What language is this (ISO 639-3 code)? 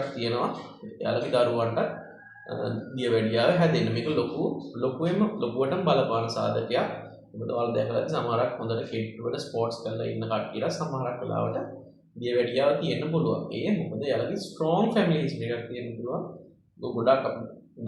sin